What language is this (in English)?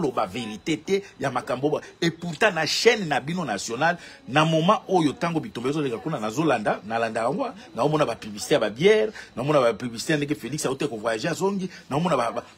Lingala